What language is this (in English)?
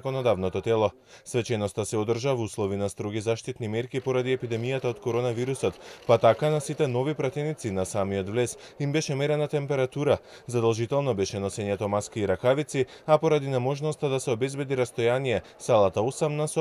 Macedonian